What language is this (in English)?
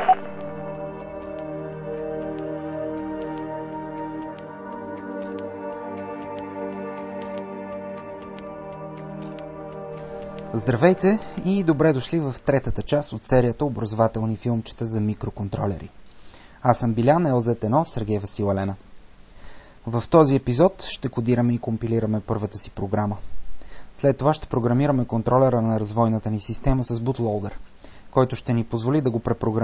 Bulgarian